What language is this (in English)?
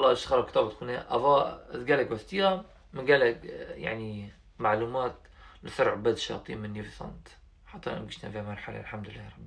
Kurdish